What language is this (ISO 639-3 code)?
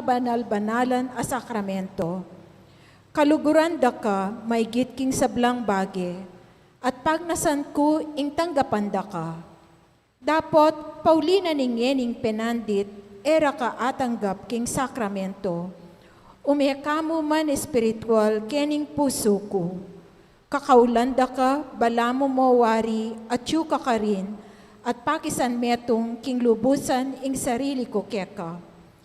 pam